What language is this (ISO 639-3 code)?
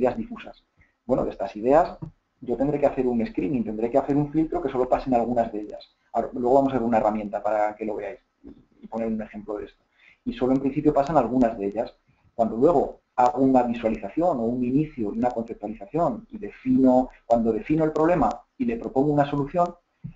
spa